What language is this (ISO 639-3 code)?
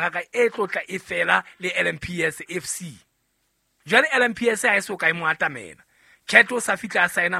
sot